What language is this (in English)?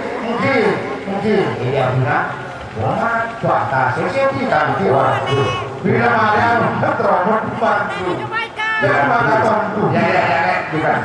Madurese